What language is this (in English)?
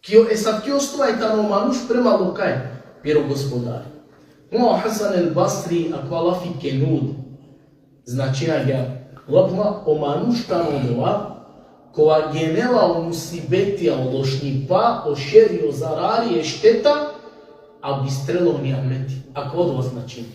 Balkan Romani